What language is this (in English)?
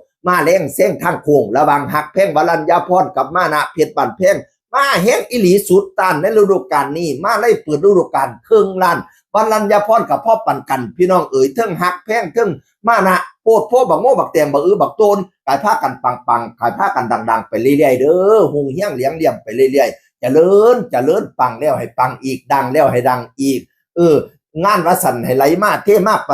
Northeastern Thai